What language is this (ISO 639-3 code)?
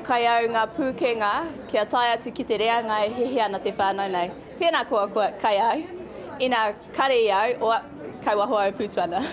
mri